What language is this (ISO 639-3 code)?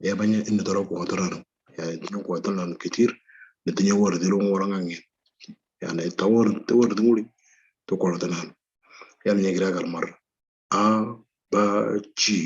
mor